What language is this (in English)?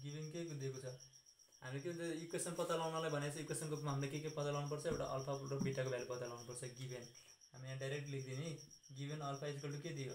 Nepali